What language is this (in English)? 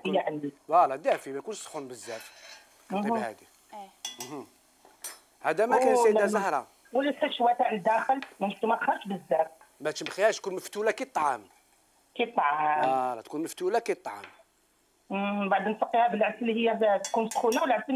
Algerian Arabic